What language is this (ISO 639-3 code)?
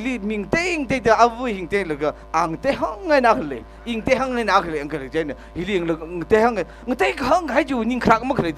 nmf